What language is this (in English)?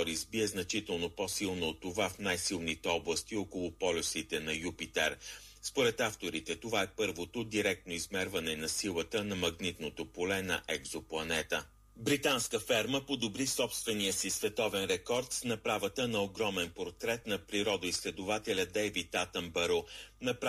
Bulgarian